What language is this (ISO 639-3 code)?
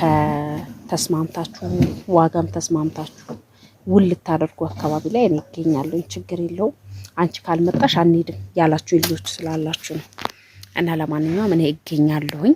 amh